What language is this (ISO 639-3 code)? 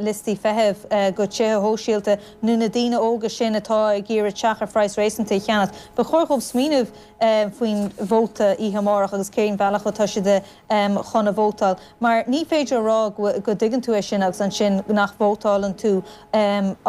gle